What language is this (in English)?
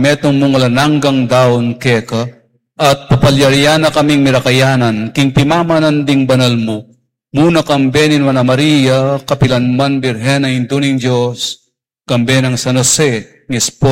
Pampanga